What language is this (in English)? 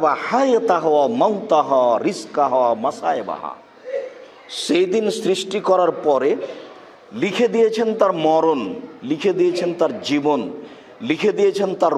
Bangla